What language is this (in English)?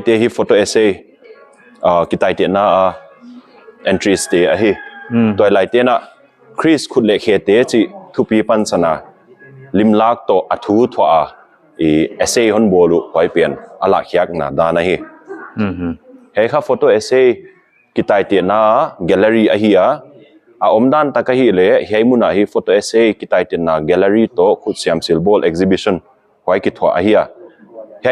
Paite Chin